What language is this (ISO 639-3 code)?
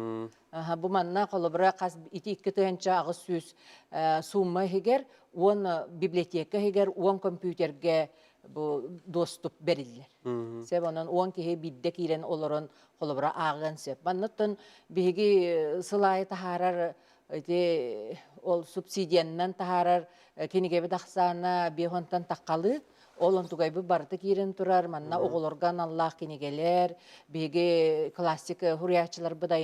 sah